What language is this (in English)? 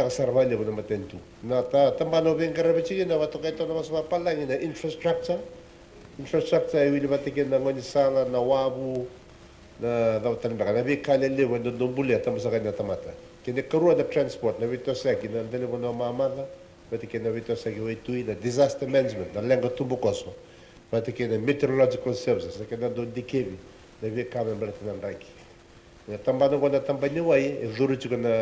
Fijian